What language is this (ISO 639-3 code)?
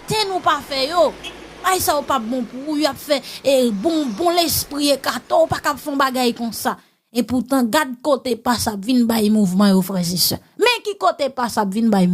hat